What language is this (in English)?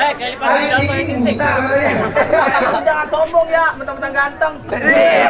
Betawi